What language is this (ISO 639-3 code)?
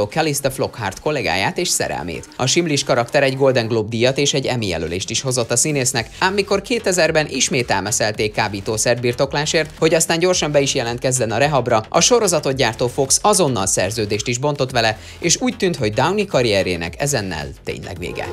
hun